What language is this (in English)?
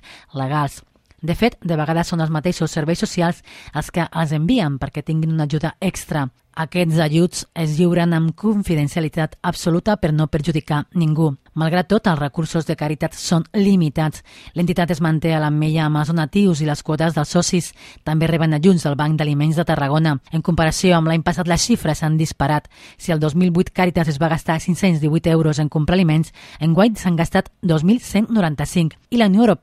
Catalan